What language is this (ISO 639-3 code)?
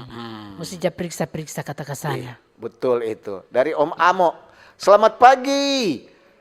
xmm